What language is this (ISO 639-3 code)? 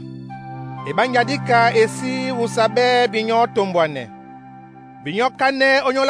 dua